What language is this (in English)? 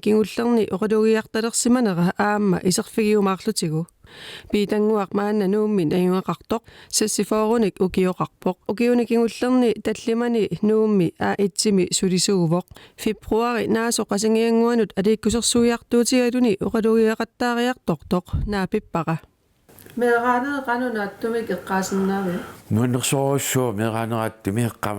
Kalaallisut